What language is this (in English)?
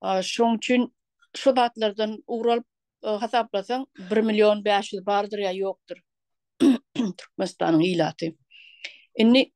Turkmen